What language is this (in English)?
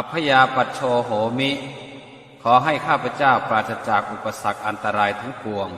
Pali